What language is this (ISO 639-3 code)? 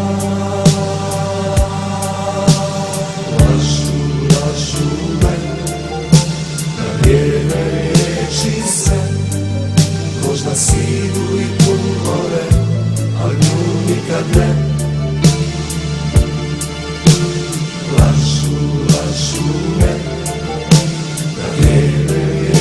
hrv